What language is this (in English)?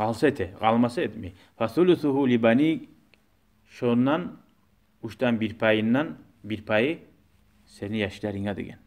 Kumyk